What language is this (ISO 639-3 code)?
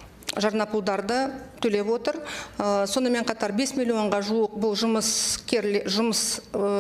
kaz